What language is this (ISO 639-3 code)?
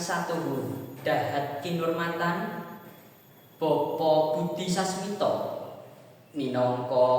jav